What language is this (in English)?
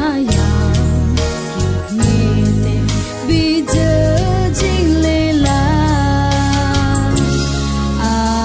Akha